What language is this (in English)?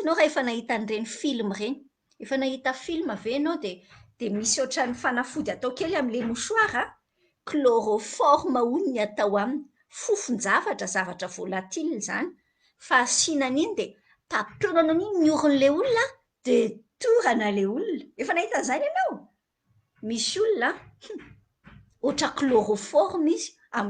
Malagasy